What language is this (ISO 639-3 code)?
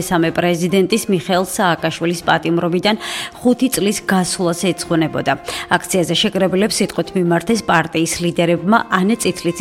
kat